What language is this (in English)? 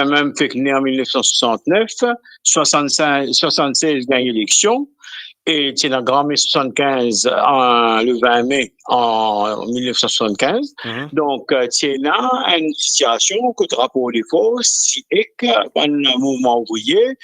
Morisyen